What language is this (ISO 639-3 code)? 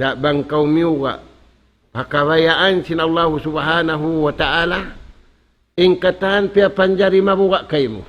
tsg